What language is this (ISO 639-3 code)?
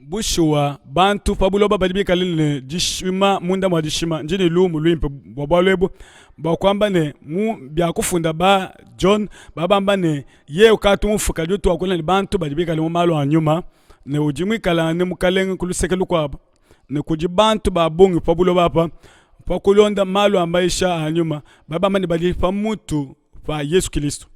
lua